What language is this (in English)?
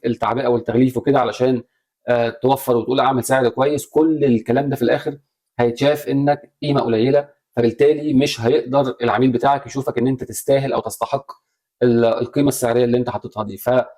Egyptian Arabic